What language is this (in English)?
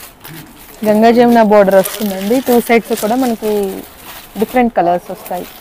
Telugu